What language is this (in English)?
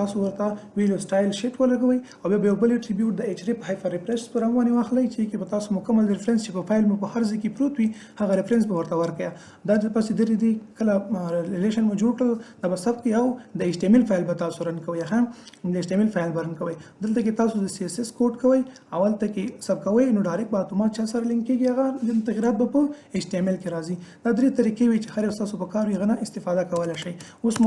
Pashto